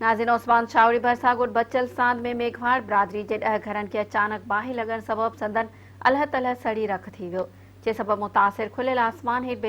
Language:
Sindhi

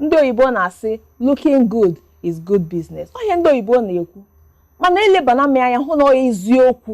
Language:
Igbo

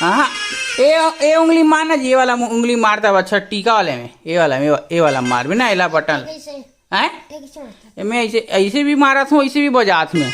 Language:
Chhattisgarhi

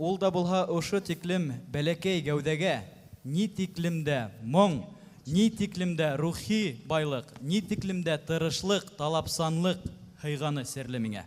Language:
Bashkir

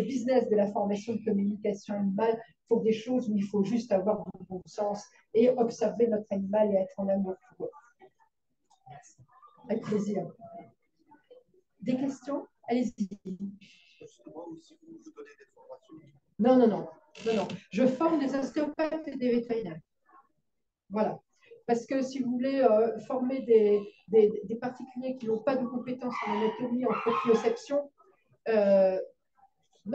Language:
French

